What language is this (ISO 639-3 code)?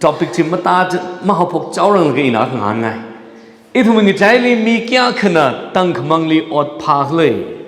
nmf